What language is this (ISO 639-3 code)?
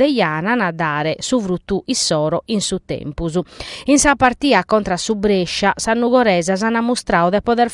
srd